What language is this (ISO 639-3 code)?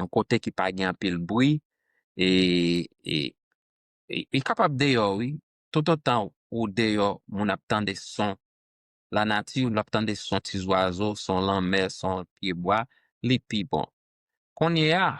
hat